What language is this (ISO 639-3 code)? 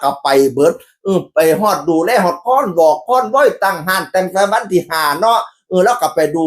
tts